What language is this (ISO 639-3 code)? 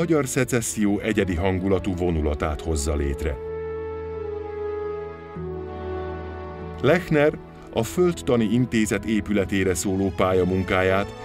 hun